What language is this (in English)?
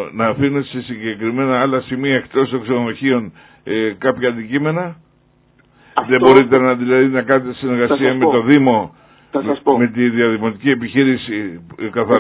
Greek